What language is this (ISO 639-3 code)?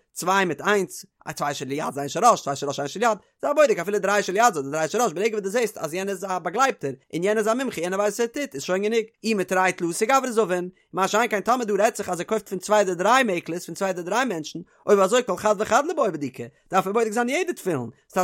yid